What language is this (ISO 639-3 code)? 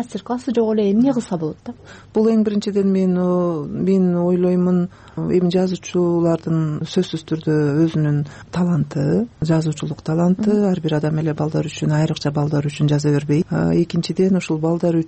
kir